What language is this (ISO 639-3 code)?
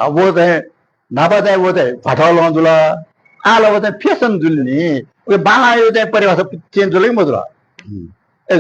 new